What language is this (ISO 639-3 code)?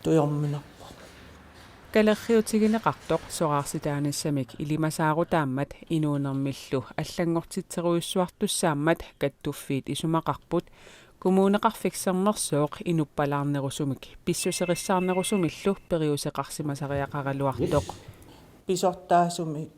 kal